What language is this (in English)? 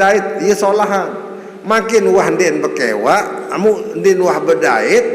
Sasak